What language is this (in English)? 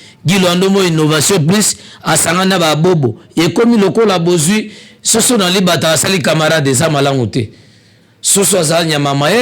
Lingala